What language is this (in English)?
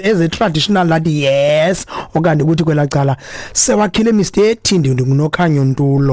Xhosa